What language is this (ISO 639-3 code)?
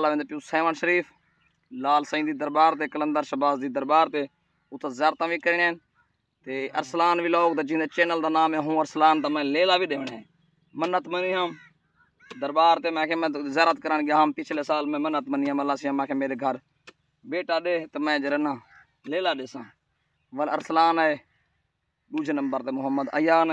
skr